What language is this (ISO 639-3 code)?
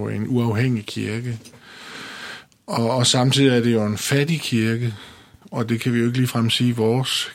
dan